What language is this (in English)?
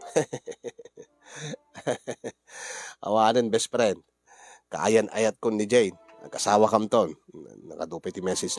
Iloko